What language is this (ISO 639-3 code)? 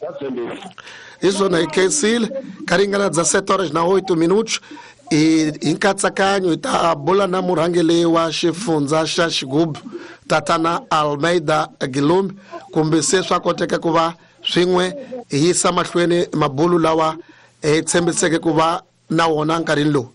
tso